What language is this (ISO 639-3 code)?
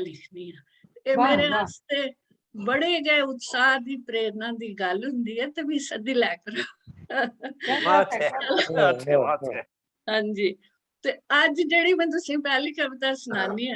doi